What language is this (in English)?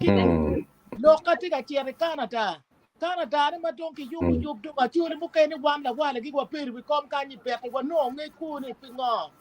Acoli